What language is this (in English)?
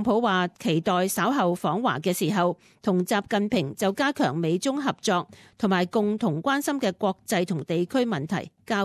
Cantonese